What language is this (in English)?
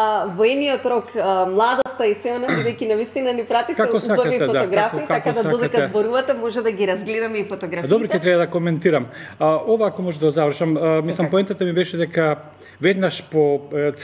Macedonian